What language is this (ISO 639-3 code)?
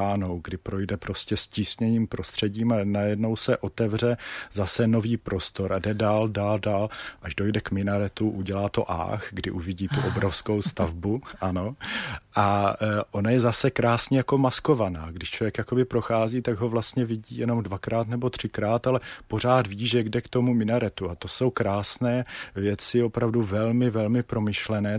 ces